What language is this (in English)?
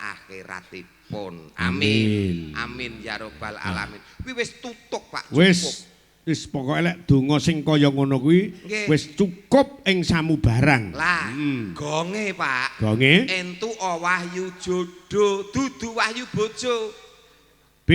Javanese